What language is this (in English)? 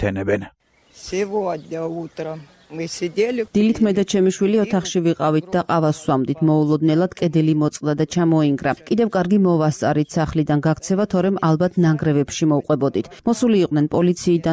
Georgian